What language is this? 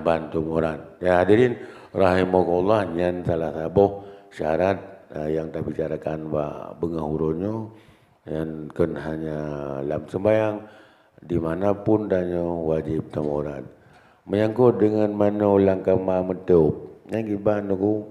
Achinese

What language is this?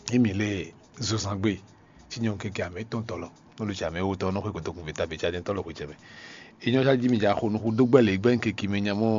Fon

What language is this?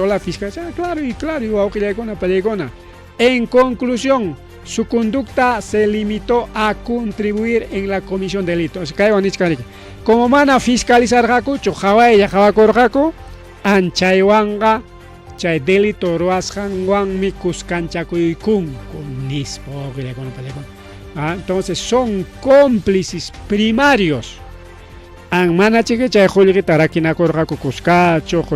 Ayacucho Quechua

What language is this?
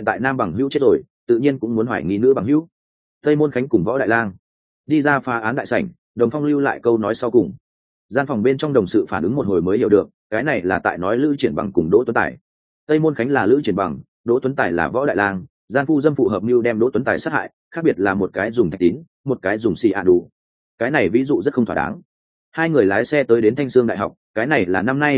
Vietnamese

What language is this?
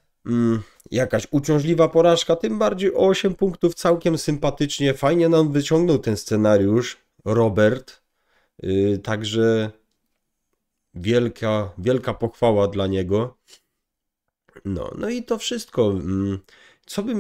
Polish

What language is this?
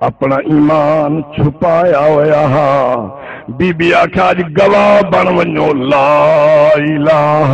Saraiki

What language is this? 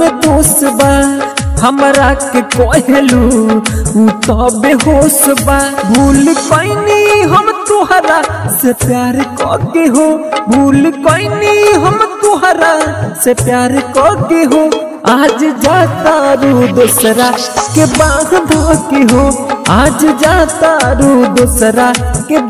Bhojpuri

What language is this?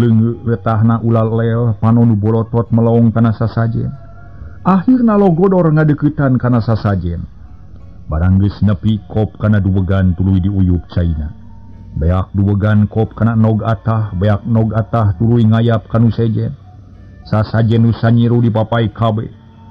Sundanese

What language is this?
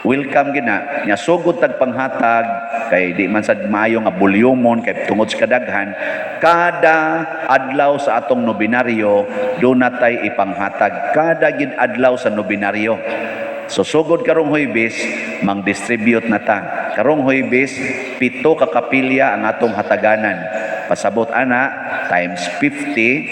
Cebuano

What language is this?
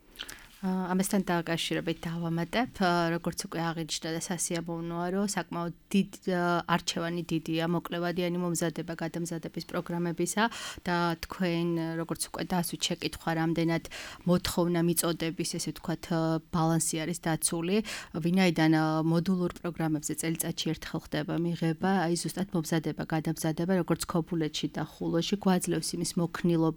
Georgian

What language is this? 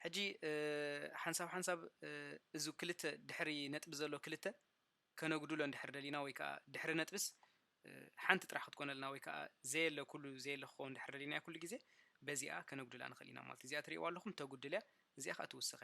Tigrinya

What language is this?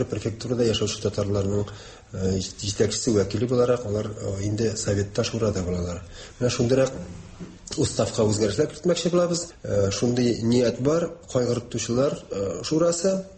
Tatar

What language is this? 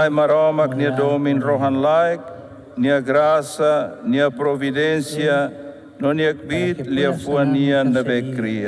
Tetum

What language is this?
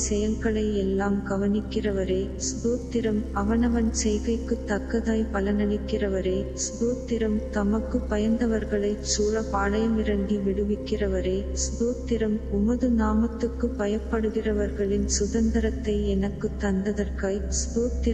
Tamil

